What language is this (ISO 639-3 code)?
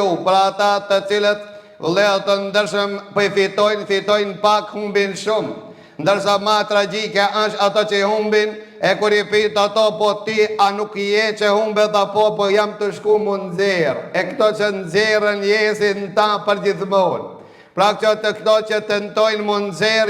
sqi